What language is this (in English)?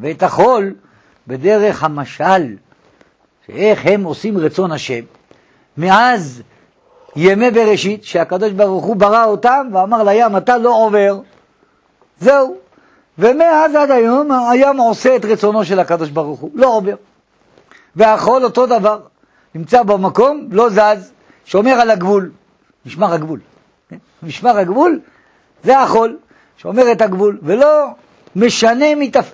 Hebrew